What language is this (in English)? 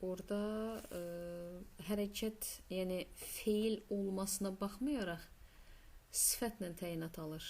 Azerbaijani